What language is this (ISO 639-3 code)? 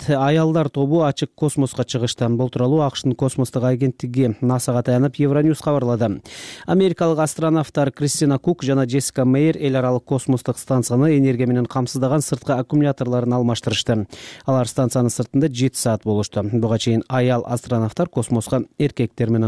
kir